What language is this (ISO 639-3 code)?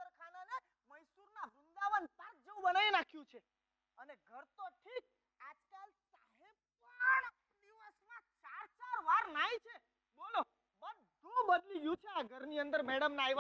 guj